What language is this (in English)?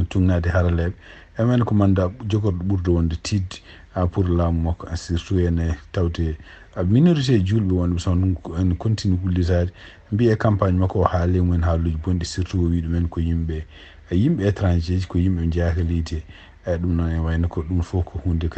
Fula